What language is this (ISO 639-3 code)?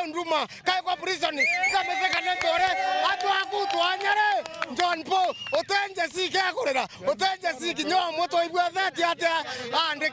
mer